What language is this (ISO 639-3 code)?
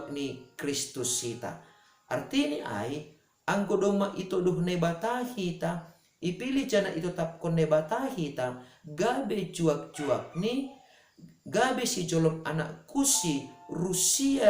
bts